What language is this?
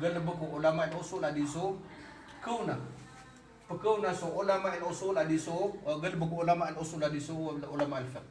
Maranao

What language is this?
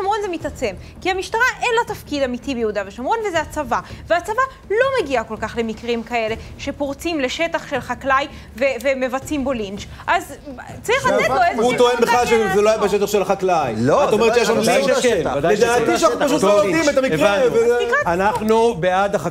Hebrew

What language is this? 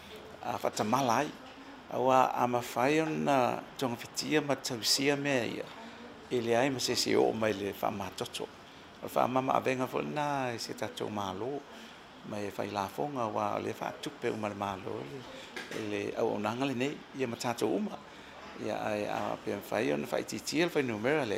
Samoan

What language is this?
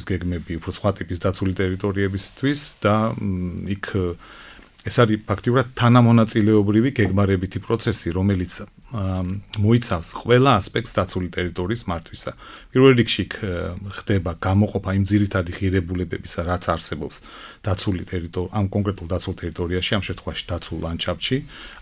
Georgian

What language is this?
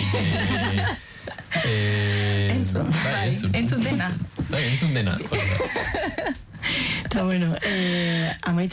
Basque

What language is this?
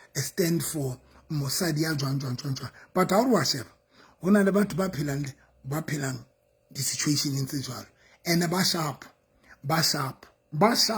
Southern Sotho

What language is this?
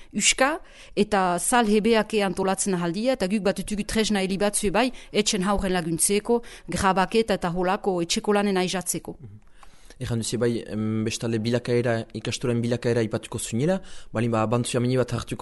Basque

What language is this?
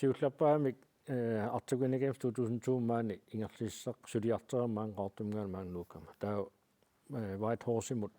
Kalaallisut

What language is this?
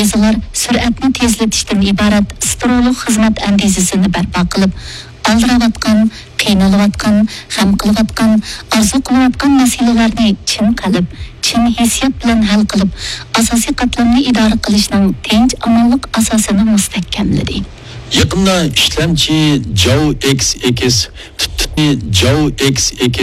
Uyghur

